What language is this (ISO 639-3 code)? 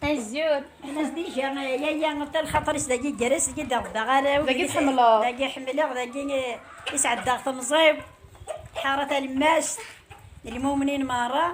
kab